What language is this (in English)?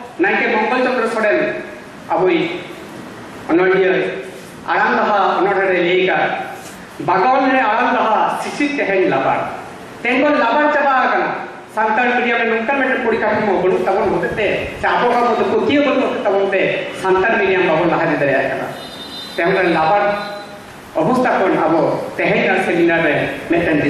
Santali